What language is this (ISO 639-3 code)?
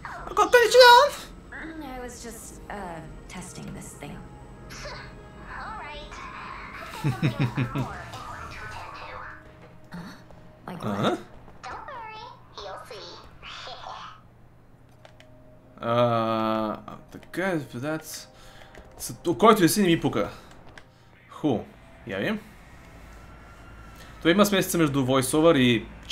bul